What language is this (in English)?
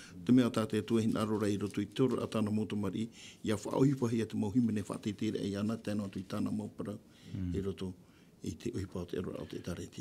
Tahitian